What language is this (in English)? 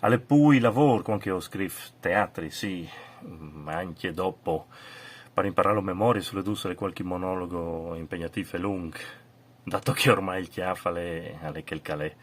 Friulian